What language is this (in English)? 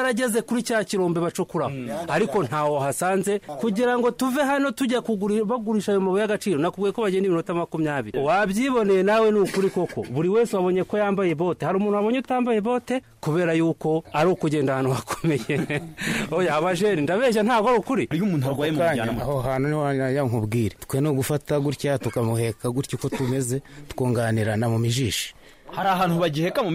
Kinyarwanda